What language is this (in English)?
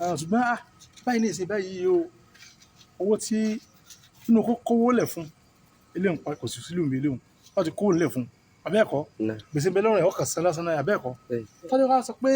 Yoruba